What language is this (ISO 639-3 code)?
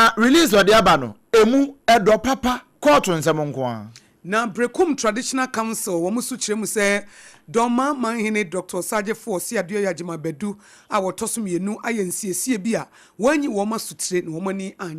aka